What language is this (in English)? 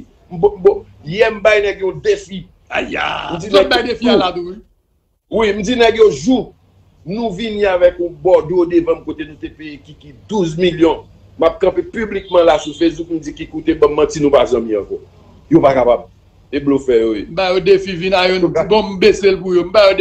Haitian Creole